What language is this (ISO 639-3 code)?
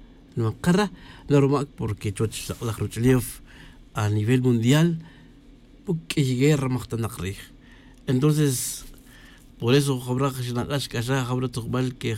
tzj